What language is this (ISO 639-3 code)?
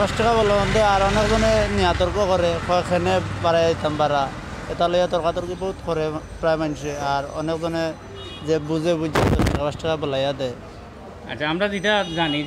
syl